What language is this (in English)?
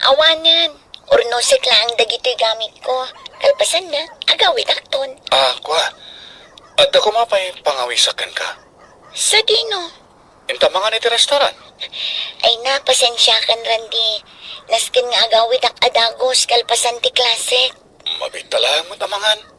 Iloko